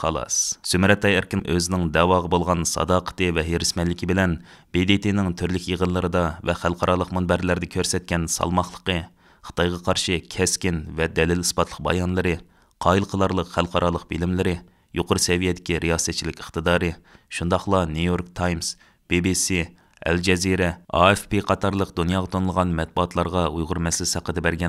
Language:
Uyghur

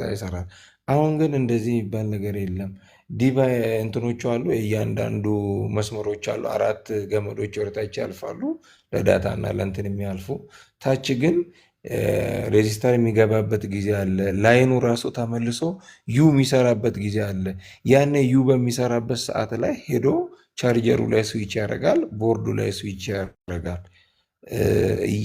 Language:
Amharic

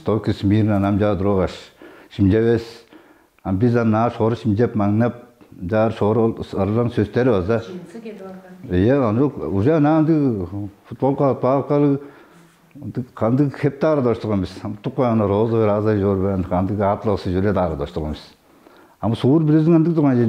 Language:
Tuvinian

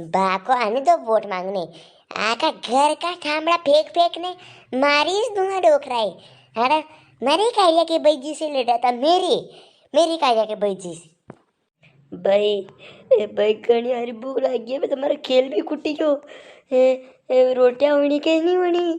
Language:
Rajasthani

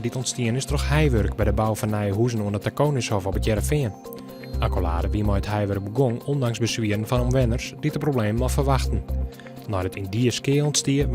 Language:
Western Frisian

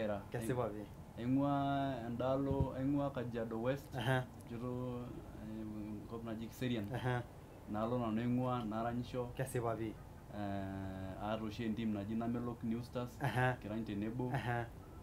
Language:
Masai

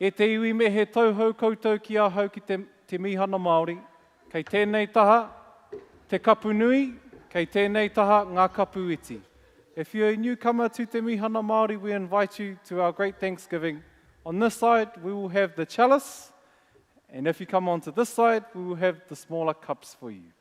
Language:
Māori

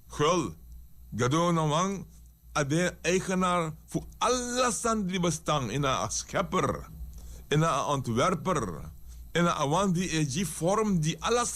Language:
Sranan Tongo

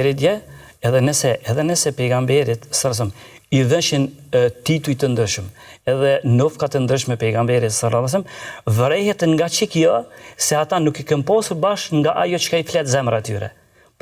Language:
Albanian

